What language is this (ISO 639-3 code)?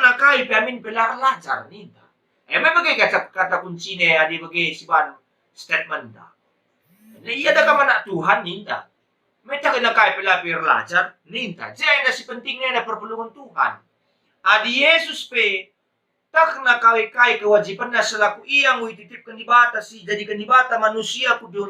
btx